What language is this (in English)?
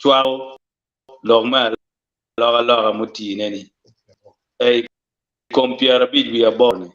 Acoli